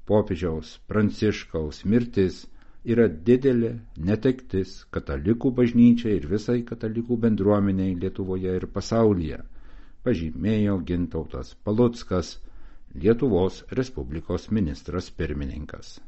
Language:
Lithuanian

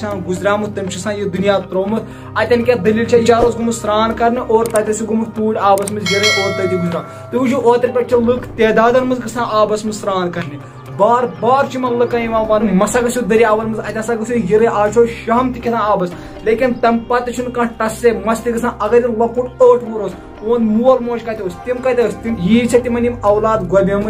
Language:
Kashmiri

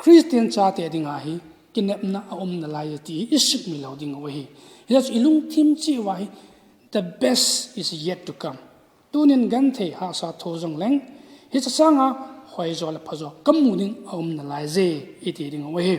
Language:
Thado Chin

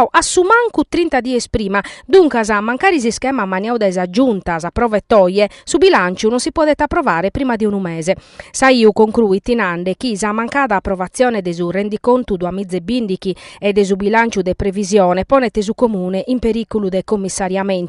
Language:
Sardinian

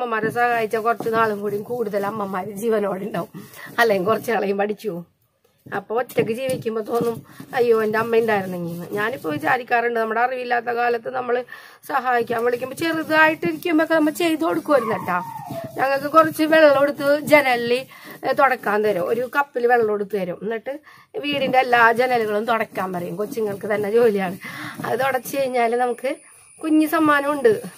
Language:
Malayalam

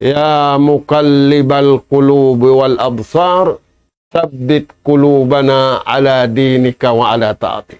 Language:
Tausug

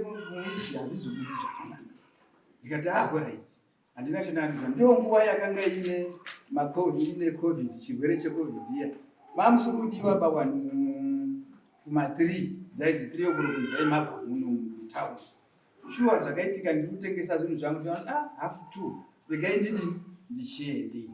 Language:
Shona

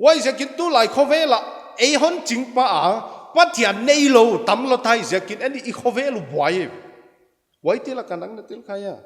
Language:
Paite Chin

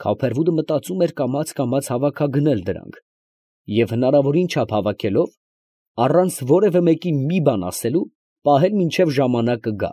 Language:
Armenian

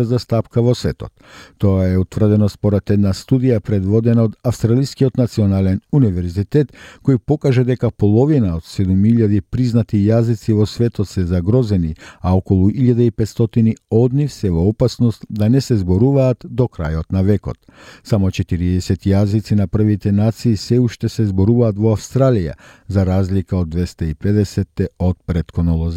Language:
Macedonian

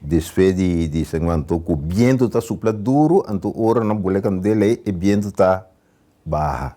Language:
Papiamento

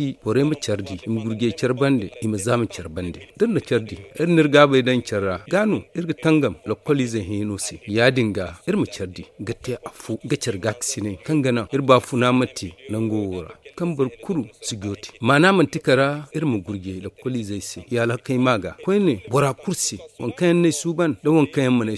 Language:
Zarma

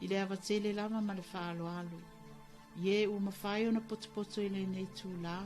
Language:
Samoan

